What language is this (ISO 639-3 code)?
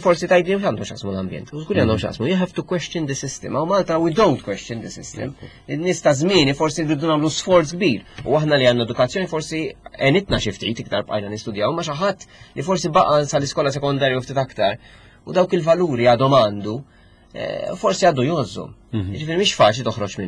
mlt